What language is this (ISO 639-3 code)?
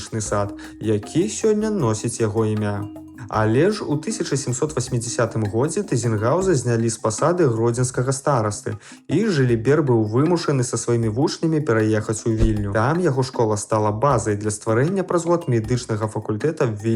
bel